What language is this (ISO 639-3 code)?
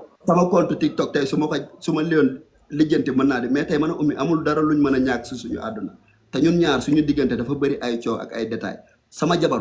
wol